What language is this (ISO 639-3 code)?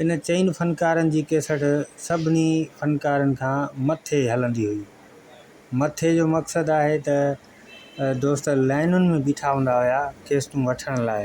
snd